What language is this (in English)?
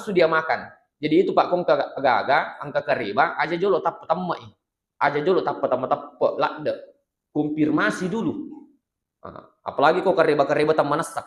Buginese